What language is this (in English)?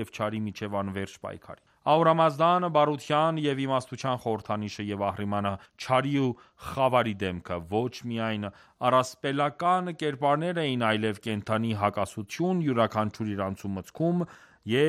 Armenian